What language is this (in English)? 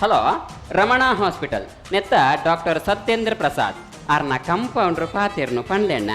Tulu